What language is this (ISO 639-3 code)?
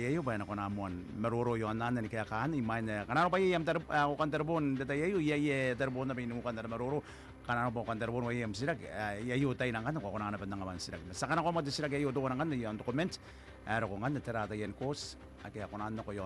gil